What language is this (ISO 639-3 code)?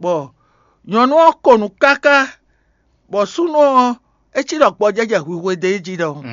fon